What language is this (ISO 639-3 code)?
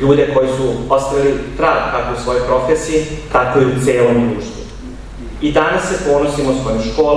srp